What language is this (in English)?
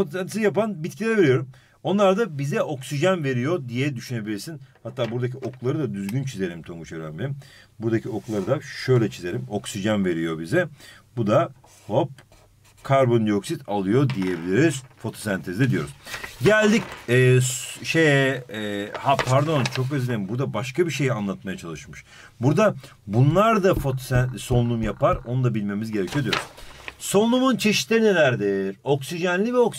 Turkish